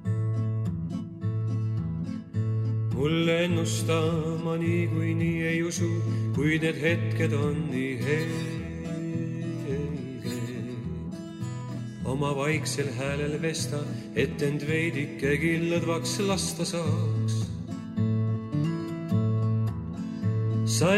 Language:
Estonian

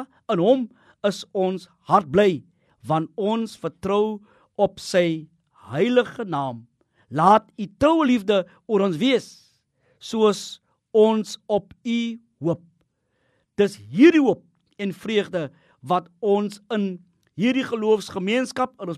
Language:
Afrikaans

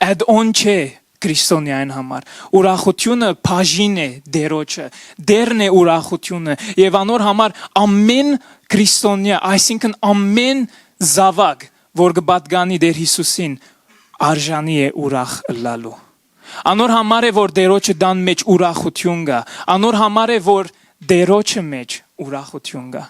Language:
Western Armenian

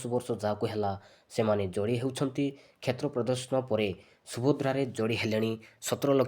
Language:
Odia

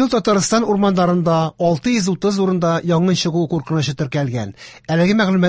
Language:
Tatar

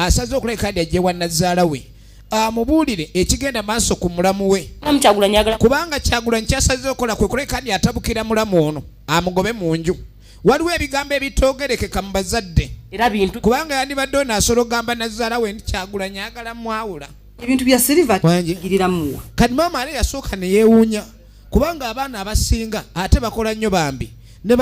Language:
Ganda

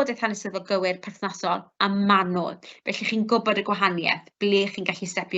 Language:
Welsh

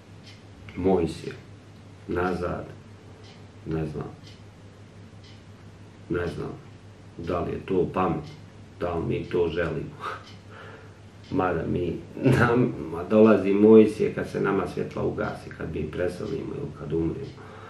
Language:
Bosnian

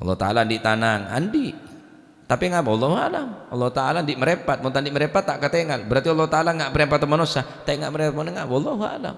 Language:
Madurese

